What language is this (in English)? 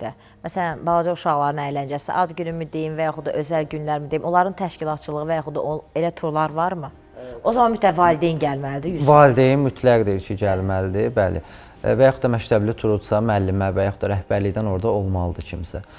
Azerbaijani